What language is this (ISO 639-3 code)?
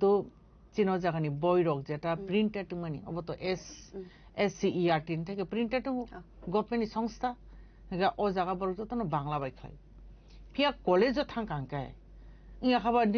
trp